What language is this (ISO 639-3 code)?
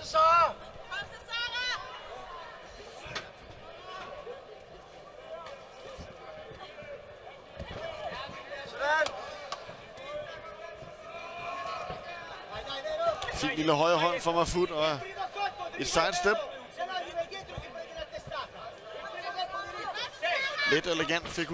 dan